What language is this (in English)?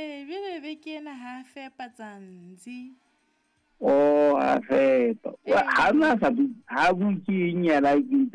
Southern Sotho